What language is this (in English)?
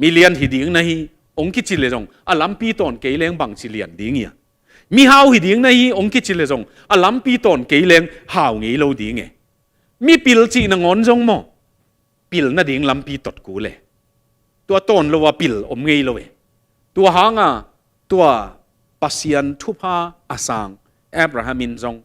Tedim Chin